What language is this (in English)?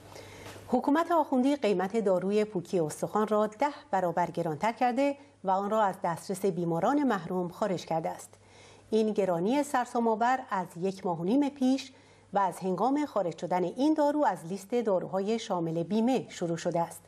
Persian